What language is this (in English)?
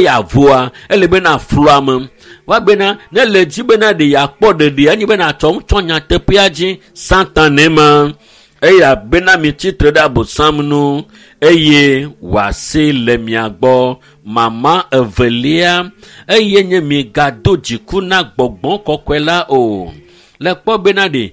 Ewe